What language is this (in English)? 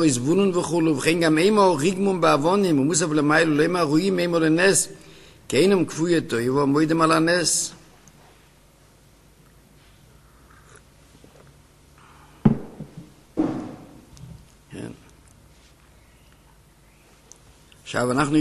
Hebrew